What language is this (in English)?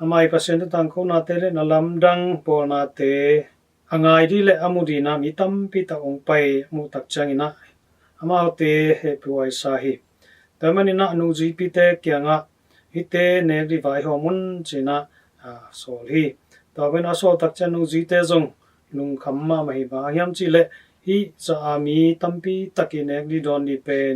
Tedim Chin